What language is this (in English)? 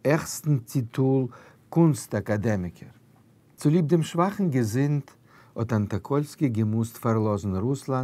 Yiddish